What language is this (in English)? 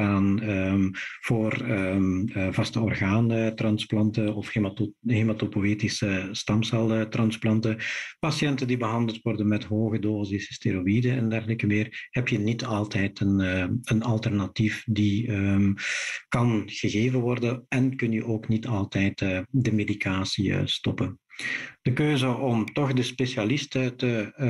Dutch